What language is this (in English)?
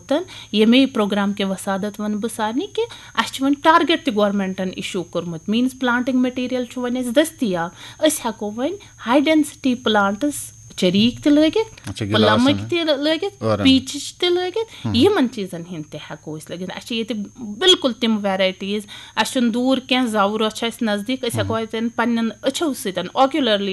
Kashmiri